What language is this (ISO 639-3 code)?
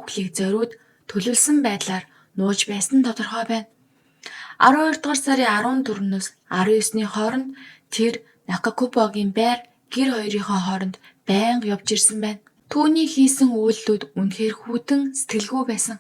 mon